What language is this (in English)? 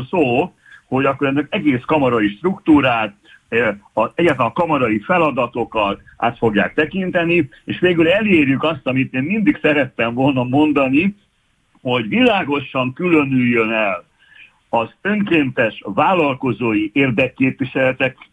Hungarian